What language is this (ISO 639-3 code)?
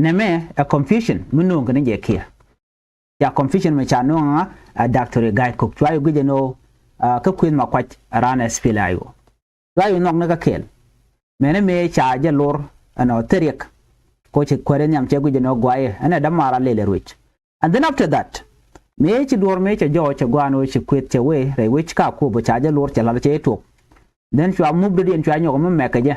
nus